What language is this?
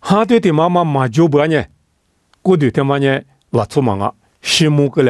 Lisu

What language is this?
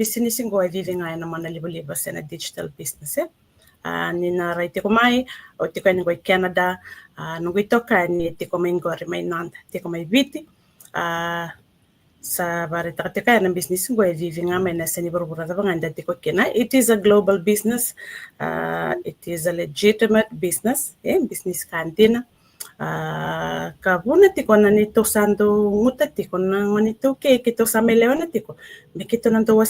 Fijian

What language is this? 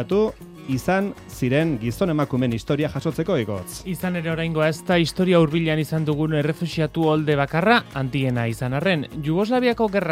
Basque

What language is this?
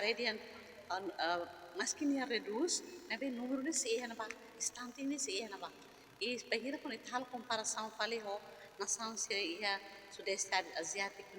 Tetum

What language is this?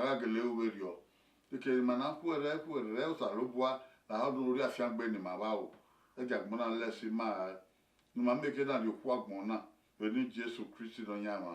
Bini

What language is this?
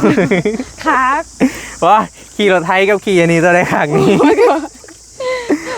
Northeastern Thai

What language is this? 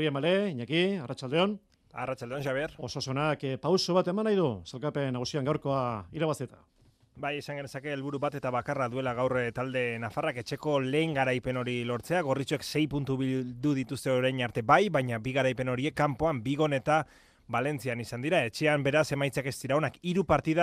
Basque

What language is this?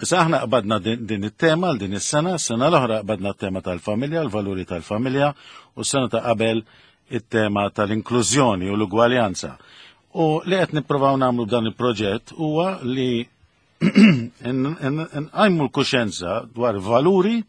Maltese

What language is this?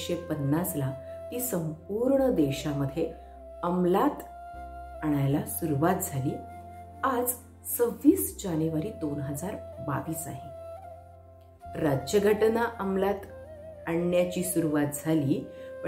Marathi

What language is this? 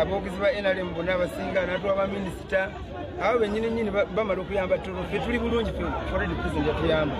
Ganda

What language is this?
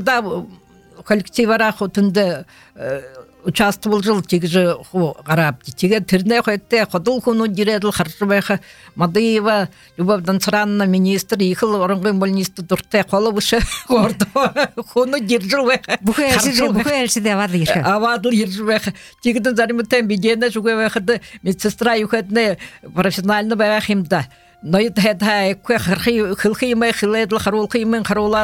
Buriat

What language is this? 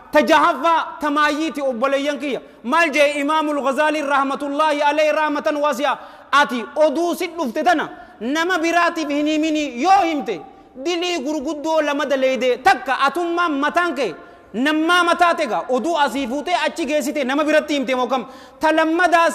Oromo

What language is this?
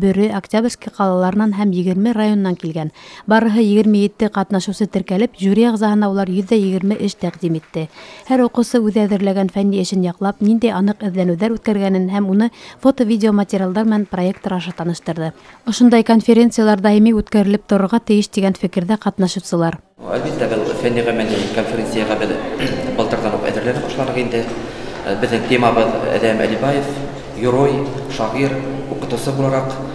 Bashkir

